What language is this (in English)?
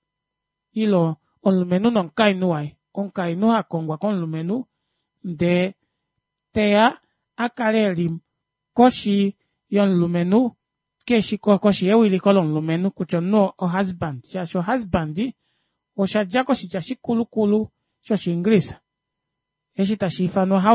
Kuanyama